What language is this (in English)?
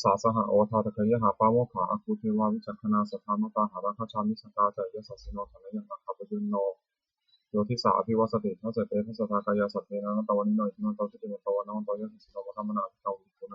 Pali